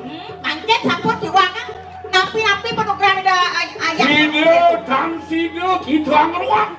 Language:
Balinese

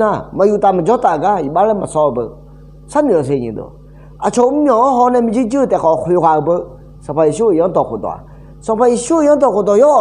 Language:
Akha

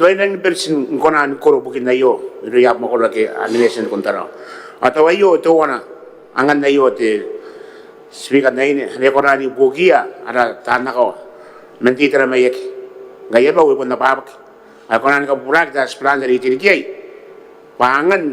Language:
Gilbertese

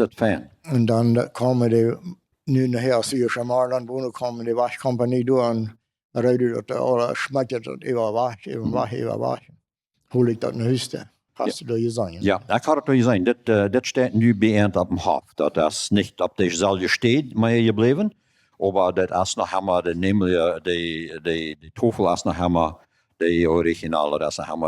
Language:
Plautdietsch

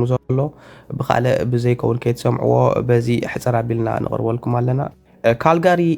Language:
Tigrinya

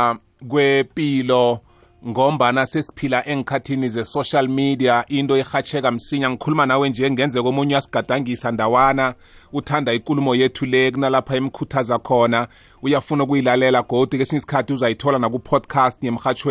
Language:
South Ndebele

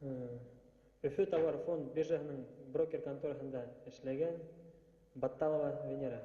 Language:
Bashkir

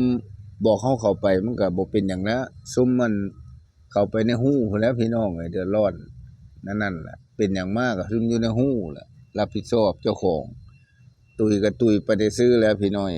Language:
Northeastern Thai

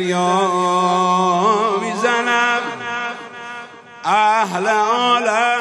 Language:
Persian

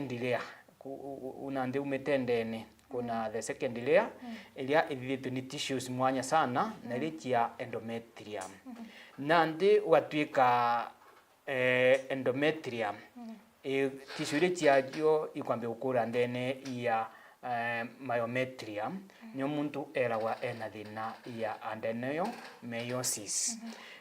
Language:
Meru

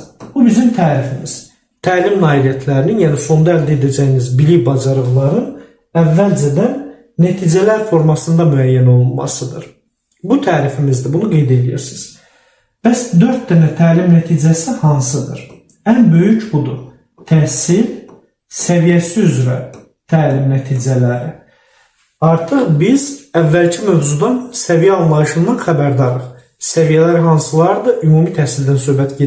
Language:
Azerbaijani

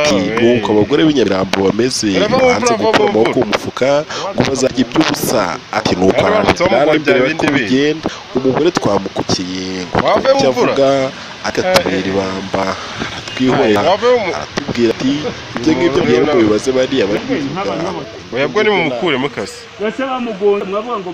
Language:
Kinyarwanda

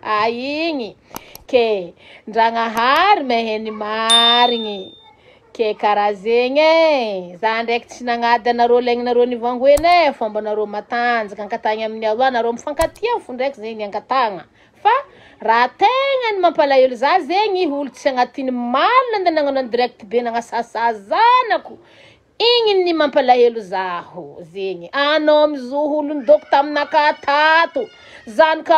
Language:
Malagasy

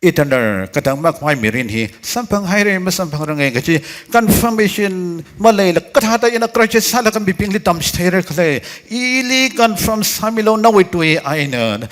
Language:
Tangkhul Naga (India)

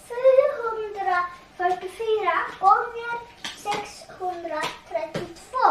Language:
Faroese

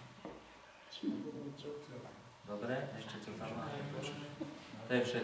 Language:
Slovak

